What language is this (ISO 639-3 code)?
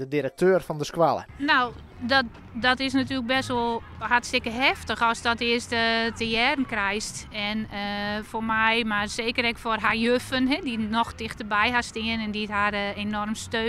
fry